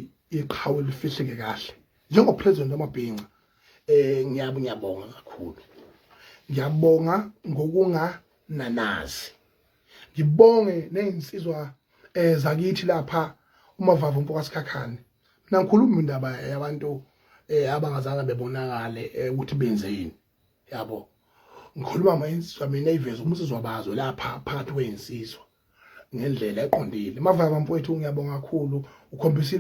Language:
Zulu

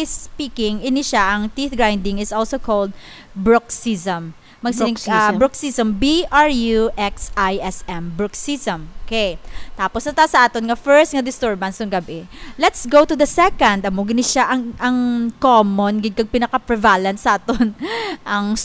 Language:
Hiligaynon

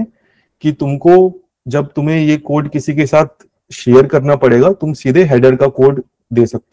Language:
Hindi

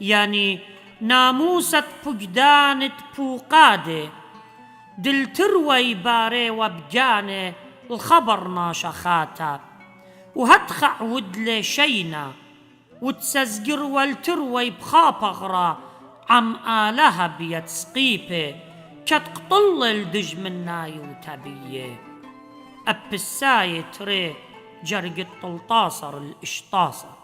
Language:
Assyrian Neo-Aramaic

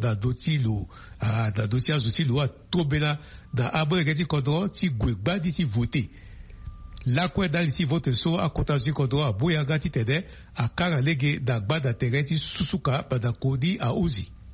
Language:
Sango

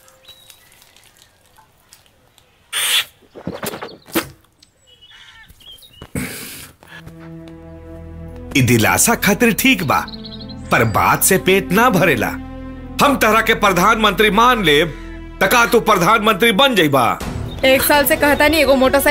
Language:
Bhojpuri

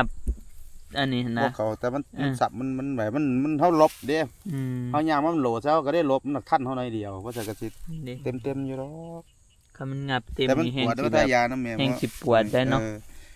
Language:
Northeastern Thai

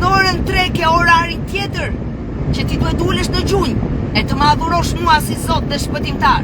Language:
Albanian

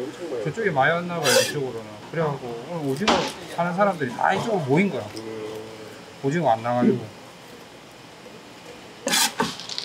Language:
Korean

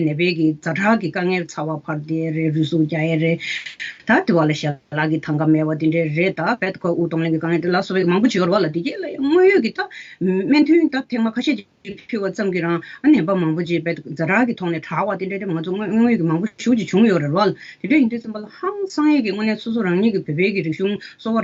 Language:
Tibetan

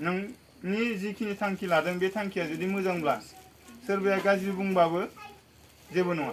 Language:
Bodo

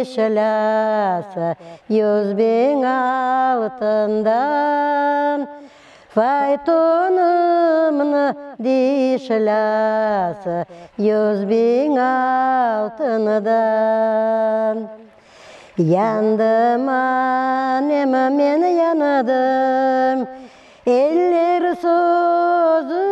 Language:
Crimean Tatar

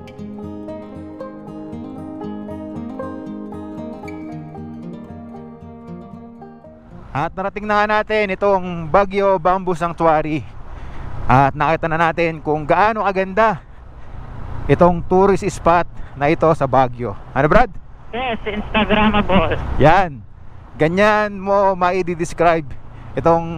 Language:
Filipino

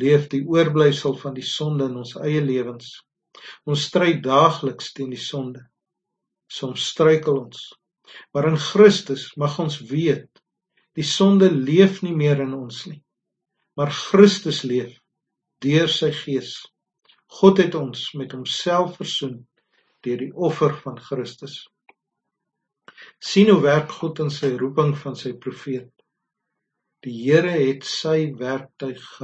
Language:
Afrikaans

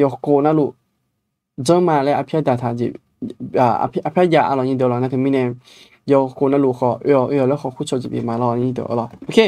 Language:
Akha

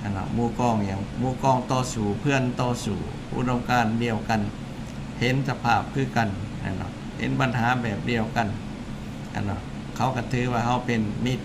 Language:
Lao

